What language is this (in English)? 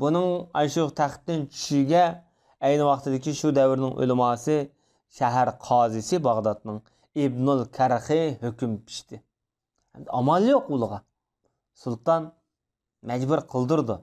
Uyghur